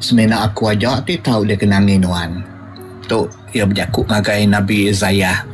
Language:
Iban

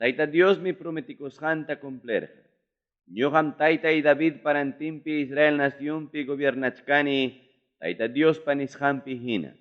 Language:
Ayacucho Quechua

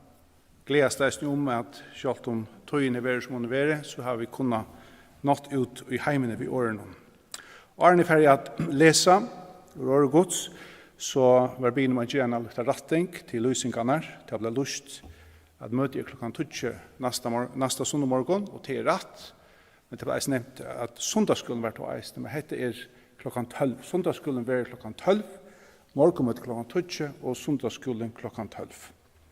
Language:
Faroese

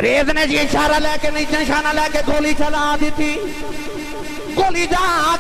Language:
Urdu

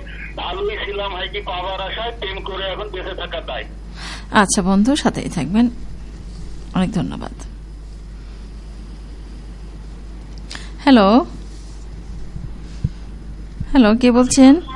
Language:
Bangla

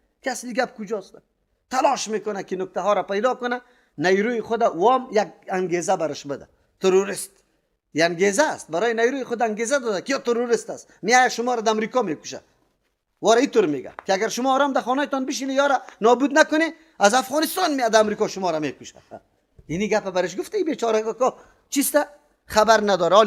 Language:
Persian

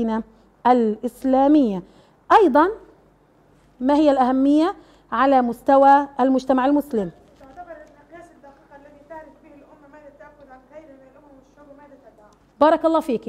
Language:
Arabic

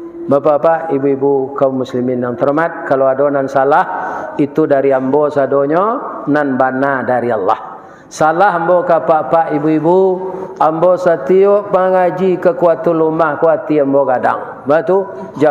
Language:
Minangkabau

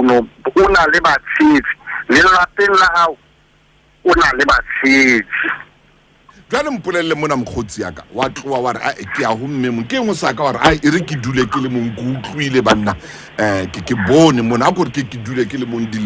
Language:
Southern Sotho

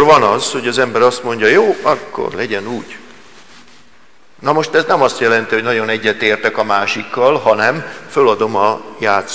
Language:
Hungarian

